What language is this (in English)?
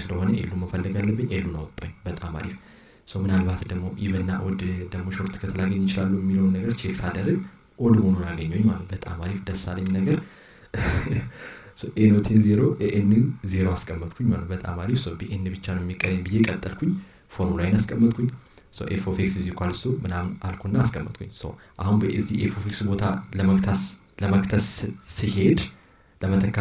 Amharic